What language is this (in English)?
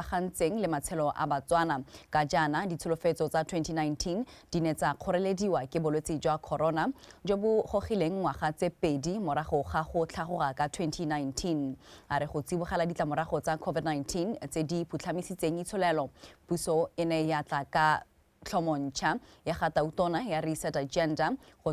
Tswana